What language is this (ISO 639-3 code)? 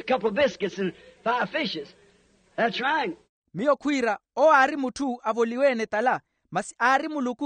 vmw